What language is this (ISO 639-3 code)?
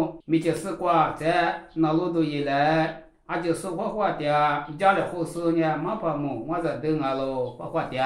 lis